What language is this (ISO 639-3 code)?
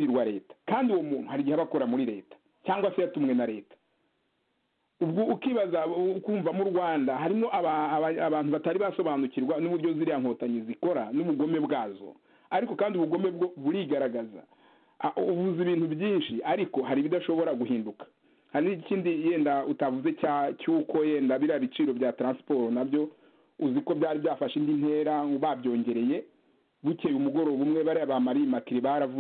kin